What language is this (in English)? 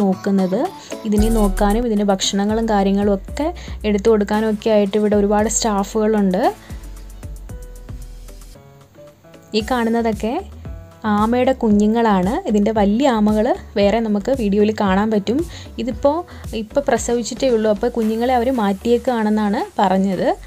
Malayalam